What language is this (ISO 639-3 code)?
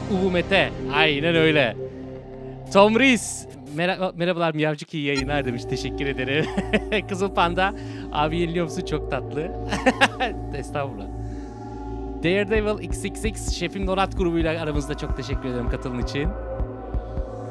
tur